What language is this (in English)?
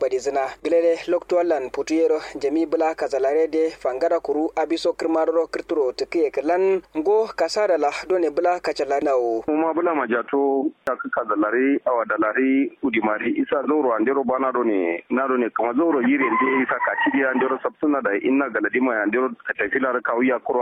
Kanuri